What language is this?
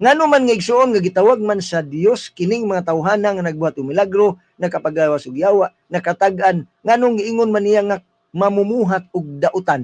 Cebuano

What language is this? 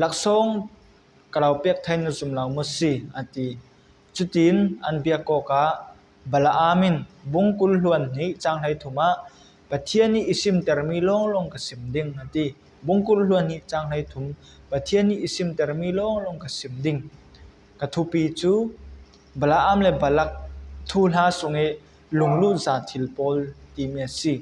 Falam Chin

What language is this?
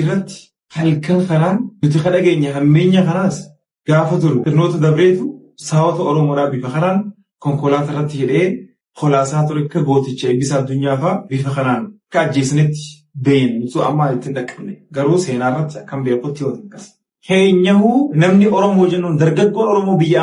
Oromo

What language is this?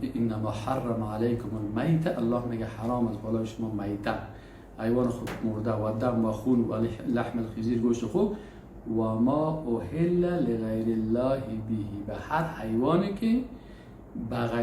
Persian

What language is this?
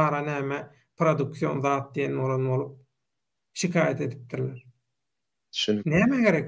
Turkmen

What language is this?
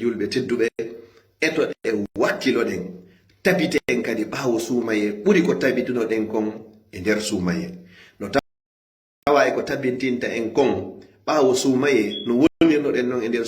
Fula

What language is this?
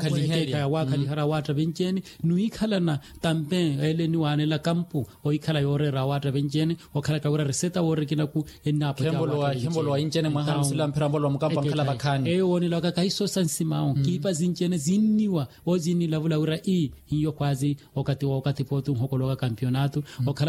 Makhuwa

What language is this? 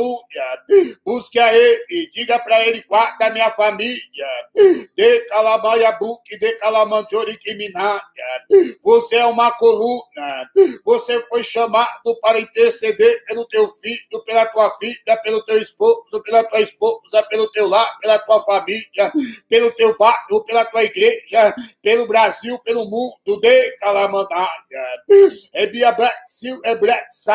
Portuguese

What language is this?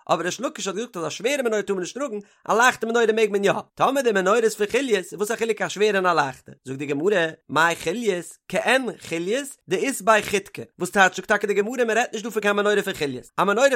Yiddish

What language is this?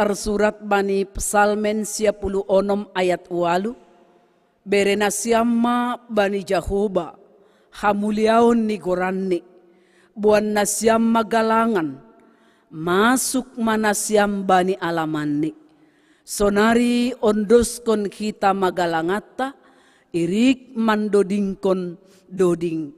Batak Simalungun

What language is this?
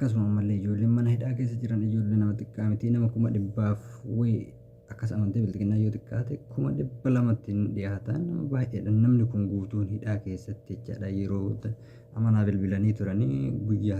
Oromo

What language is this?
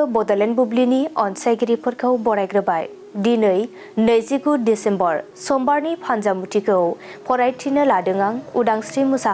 Bodo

